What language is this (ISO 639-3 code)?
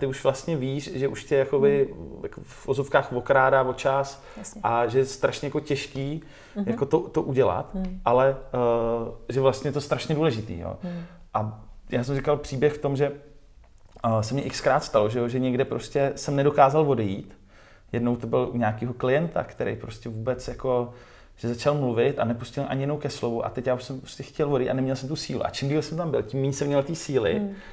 ces